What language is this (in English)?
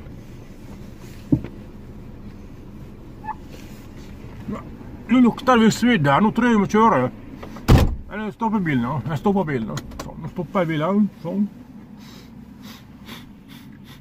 Norwegian